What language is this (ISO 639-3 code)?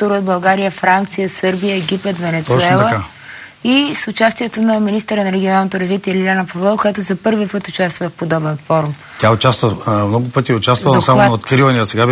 bul